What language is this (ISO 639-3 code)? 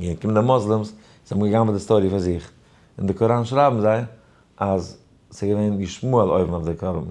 yid